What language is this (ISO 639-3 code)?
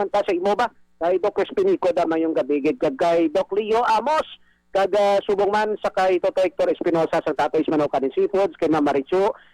hil